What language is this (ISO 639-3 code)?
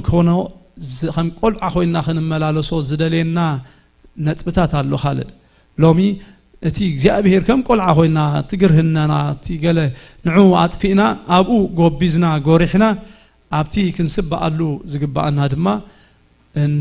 tir